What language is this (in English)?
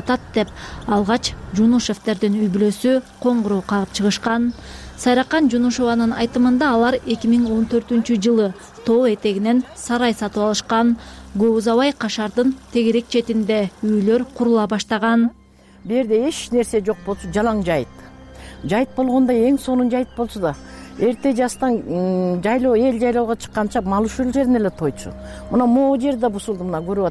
Kyrgyz